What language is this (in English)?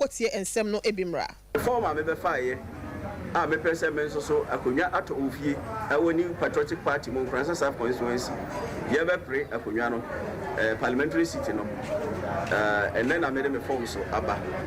Akan